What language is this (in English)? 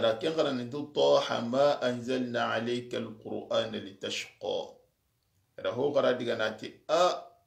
Soninke